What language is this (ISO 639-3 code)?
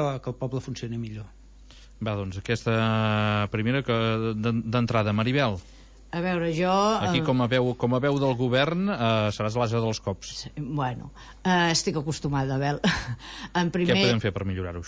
cat